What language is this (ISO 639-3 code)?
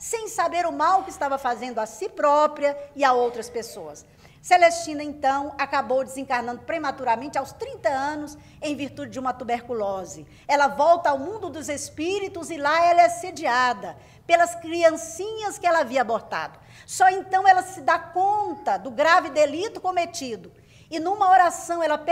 por